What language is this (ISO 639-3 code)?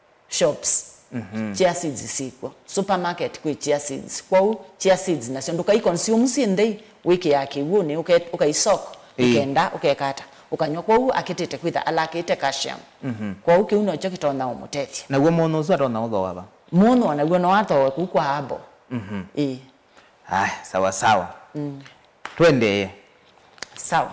kam